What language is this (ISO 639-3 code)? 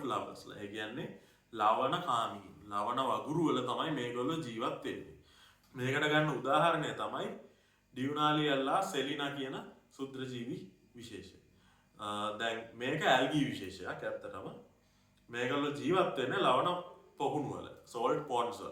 sin